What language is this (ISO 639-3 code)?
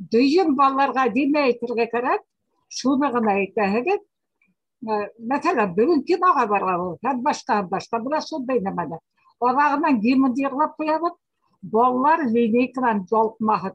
bak